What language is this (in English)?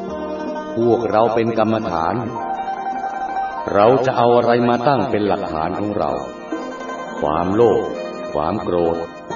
Thai